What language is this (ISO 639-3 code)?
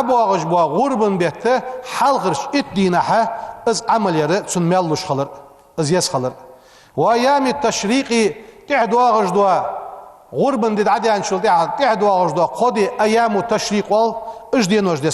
inh